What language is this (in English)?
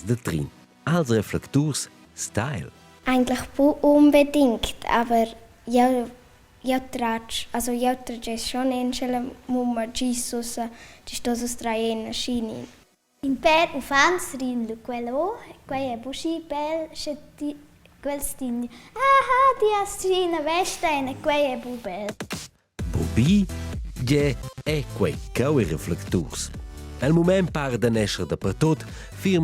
Romansh